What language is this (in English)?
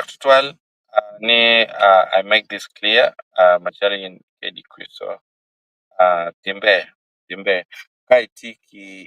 Acoli